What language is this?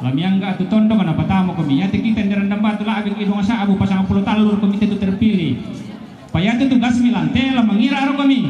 Toraja-Sa'dan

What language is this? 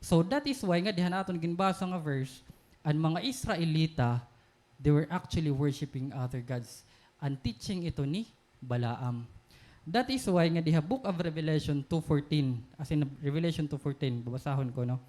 Waray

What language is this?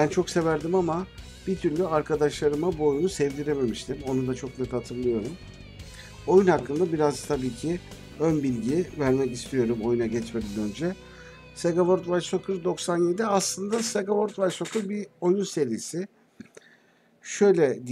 Turkish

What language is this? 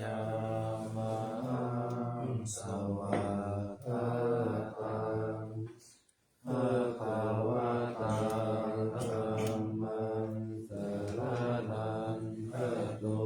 Pali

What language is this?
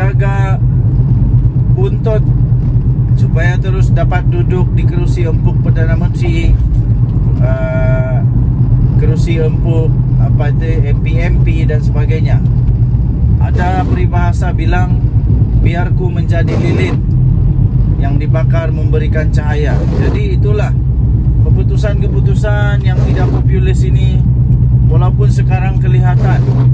Malay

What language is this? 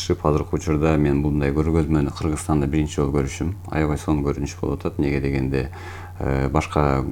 Kyrgyz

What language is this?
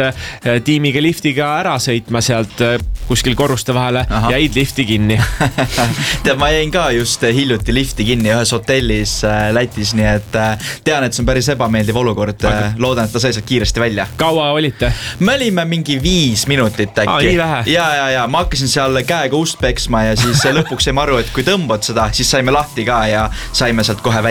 Estonian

